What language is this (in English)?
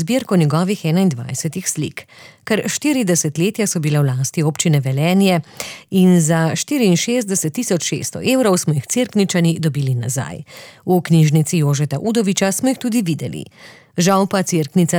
Slovenian